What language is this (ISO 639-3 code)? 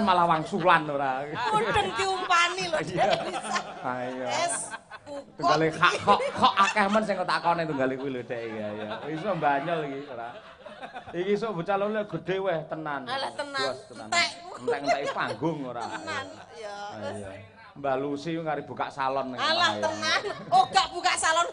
jav